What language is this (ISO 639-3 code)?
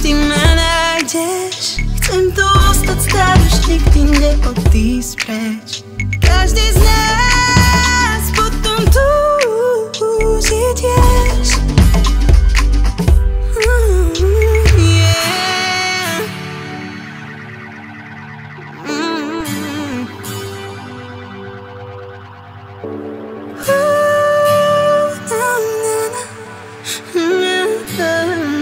slk